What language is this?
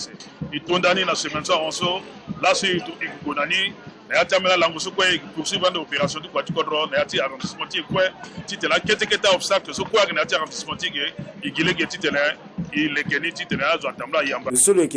Sango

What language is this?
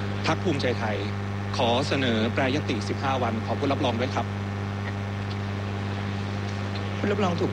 Thai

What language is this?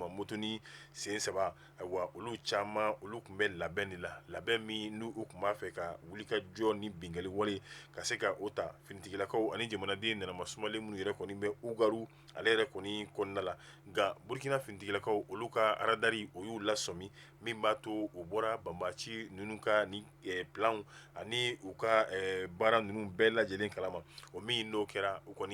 Bambara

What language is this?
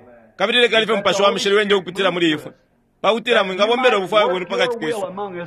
Bemba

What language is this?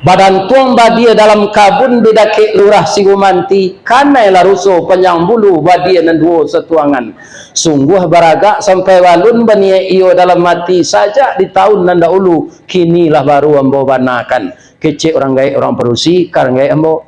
Minangkabau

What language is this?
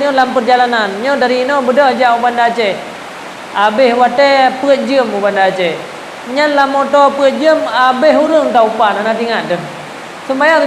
Achinese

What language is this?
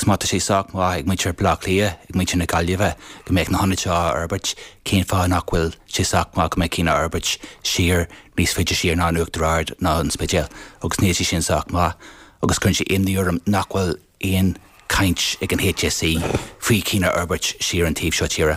Irish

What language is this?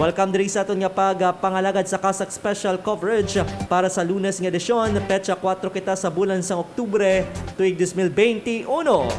Hiligaynon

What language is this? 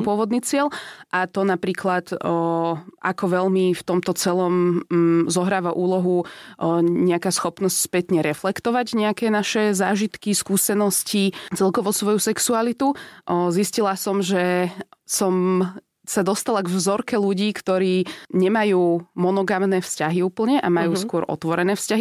Slovak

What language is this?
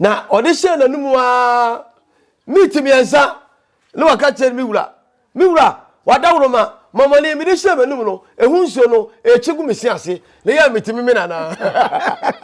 Akan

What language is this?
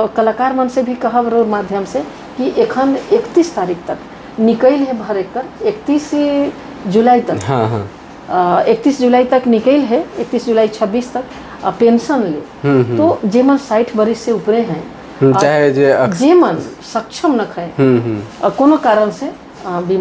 Sadri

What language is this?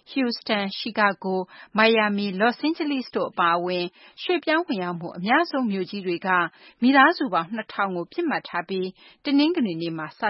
Burmese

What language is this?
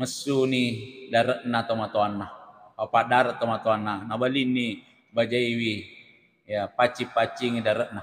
Buginese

